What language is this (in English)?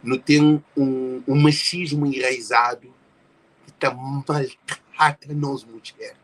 Kabuverdianu